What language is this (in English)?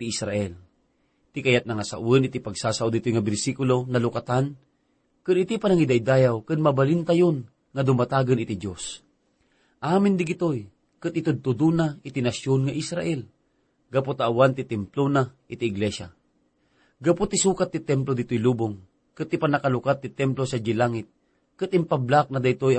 Iloko